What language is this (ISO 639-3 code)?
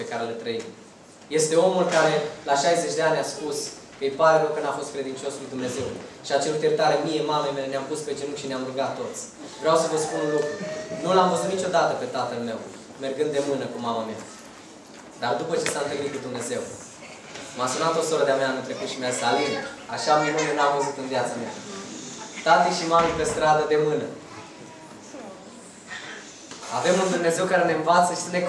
ron